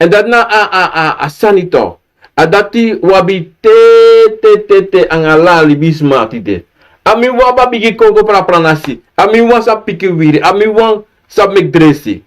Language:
Sranan Tongo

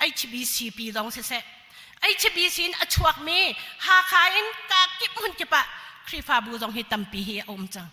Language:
Hakha Chin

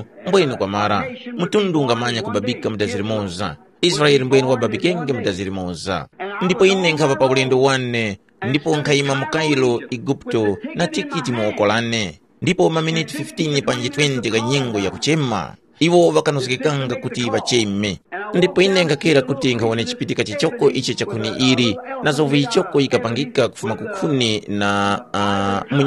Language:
Tumbuka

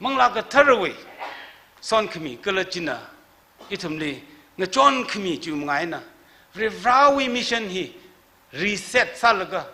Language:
Tangkhul Naga (India)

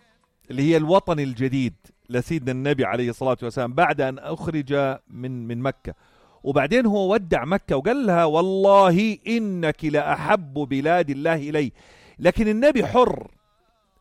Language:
North Levantine Arabic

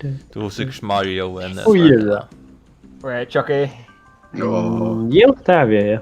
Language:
Faroese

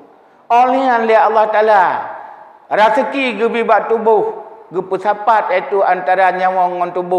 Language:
Achinese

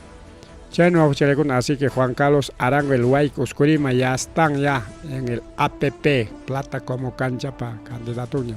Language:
Ayacucho Quechua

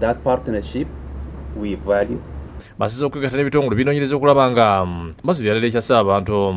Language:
Ganda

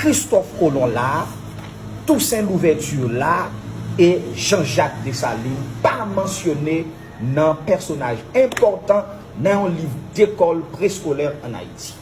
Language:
Haitian Creole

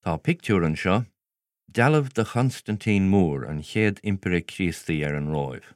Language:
Irish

